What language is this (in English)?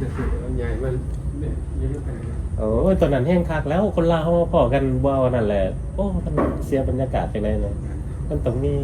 Lao